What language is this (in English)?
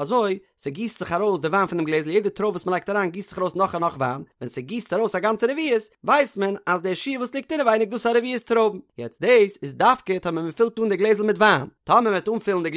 Yiddish